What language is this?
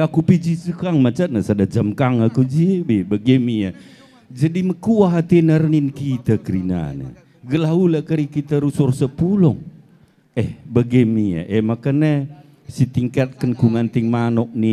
Batak Karo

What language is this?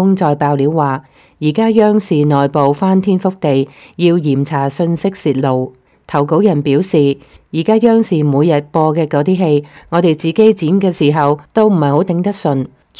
Cantonese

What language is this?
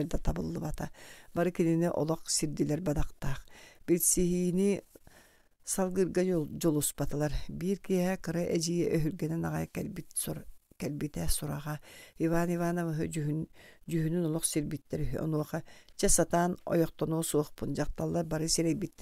Yakut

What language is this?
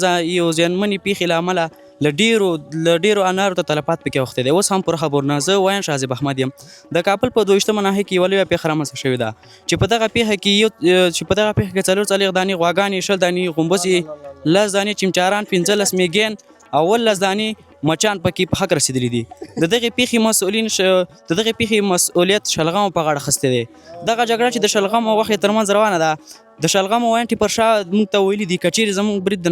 Pashto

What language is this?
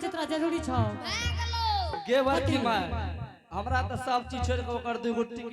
Angika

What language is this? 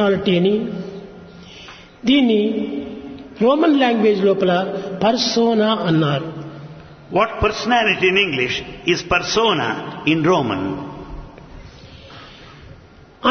Telugu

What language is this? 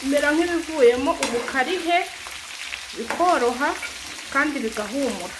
Kinyarwanda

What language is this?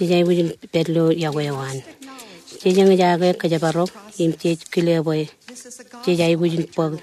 Marshallese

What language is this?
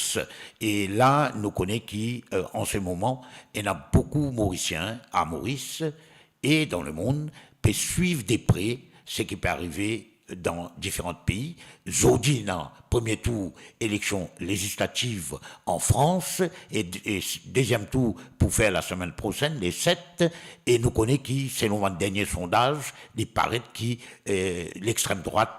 Morisyen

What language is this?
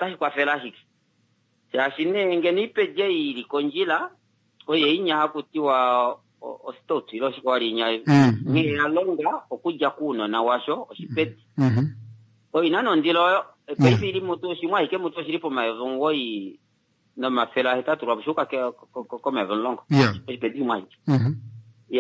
Kuanyama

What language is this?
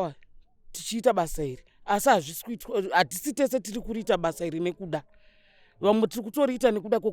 Shona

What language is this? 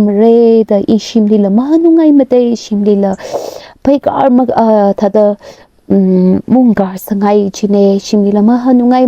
Tangkhul Naga (India)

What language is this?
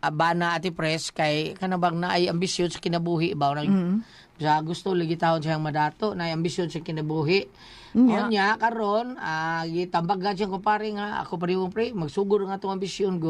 Cebuano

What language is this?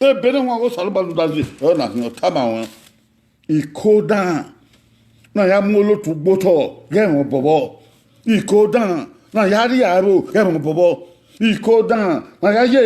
Bini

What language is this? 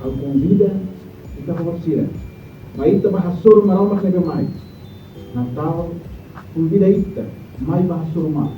Tetum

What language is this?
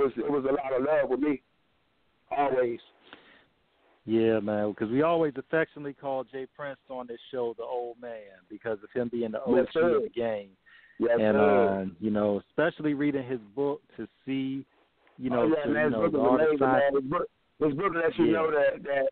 English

